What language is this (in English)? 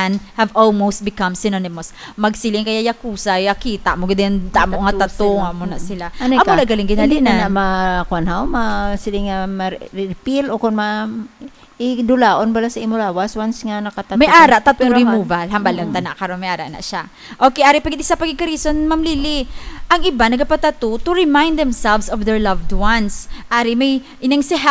Hiligaynon